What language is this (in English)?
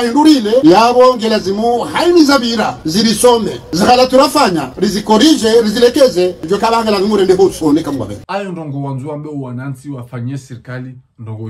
Ngazidja Comorian